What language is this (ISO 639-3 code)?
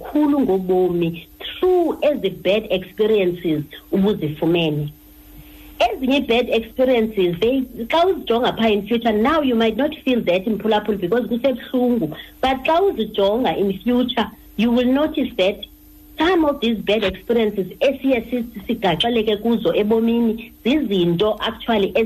xho